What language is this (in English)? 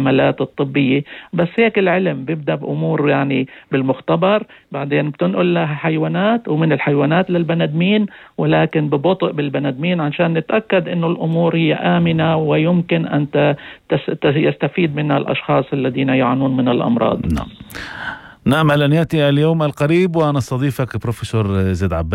North Levantine Arabic